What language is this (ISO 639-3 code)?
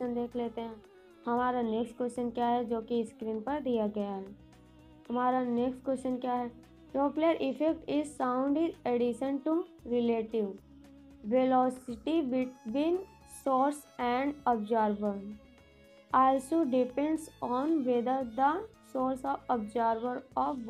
hin